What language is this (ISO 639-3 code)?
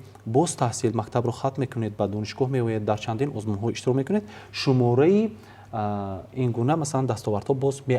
tgk